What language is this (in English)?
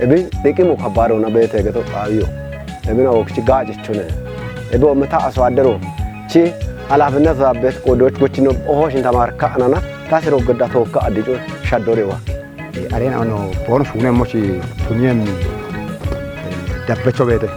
Kafa